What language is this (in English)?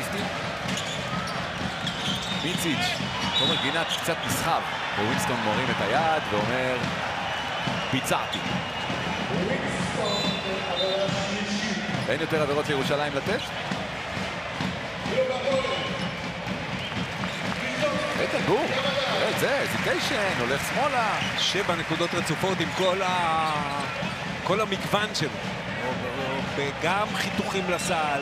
Hebrew